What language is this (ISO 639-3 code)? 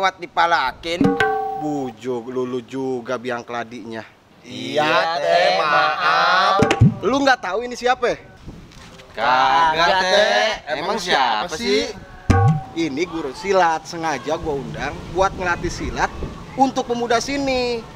bew